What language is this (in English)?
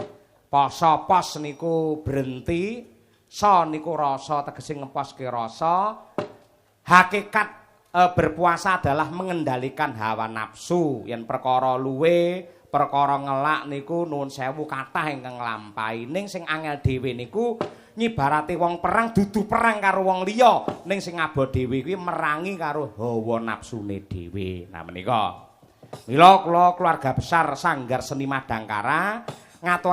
Javanese